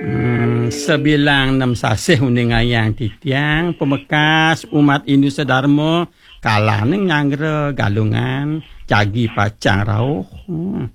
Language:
Balinese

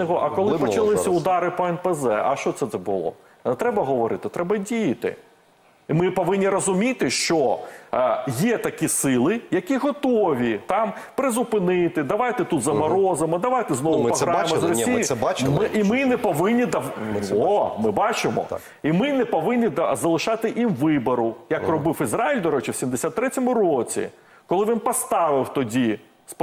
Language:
Ukrainian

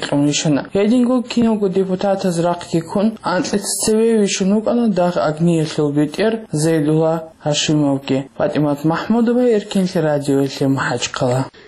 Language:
Avaric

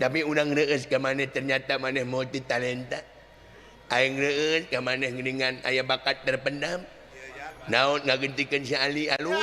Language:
Sundanese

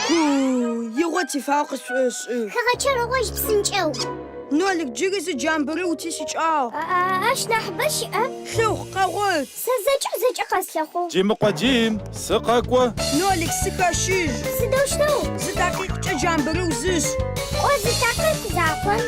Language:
Adyghe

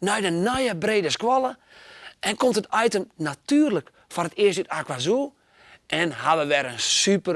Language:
Western Frisian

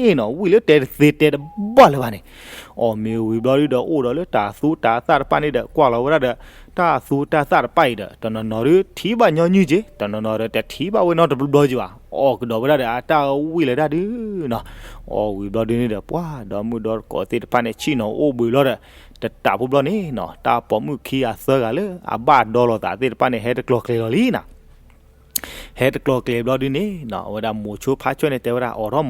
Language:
S'gaw Karen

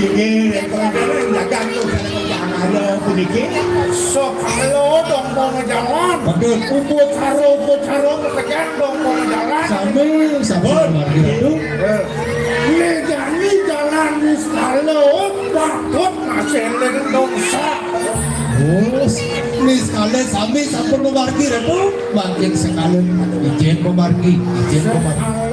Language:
Balinese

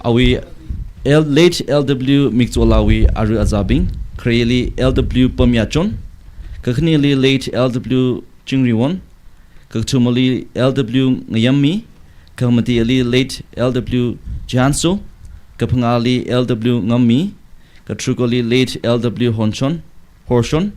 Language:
Tangkhul Naga (India)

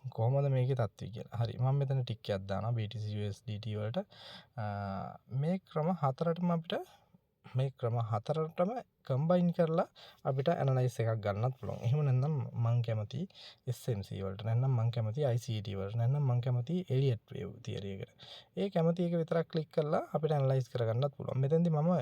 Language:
Sinhala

